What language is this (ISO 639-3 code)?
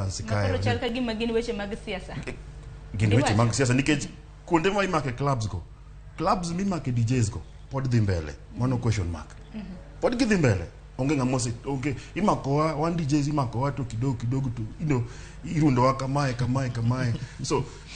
luo